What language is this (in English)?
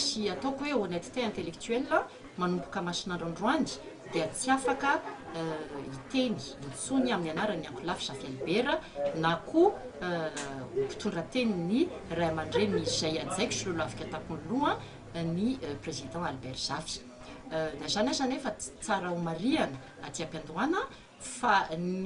Malagasy